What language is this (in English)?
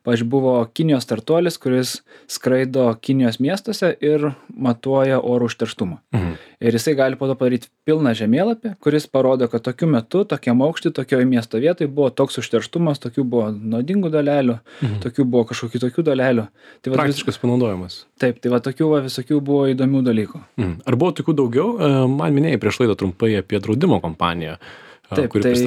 Lithuanian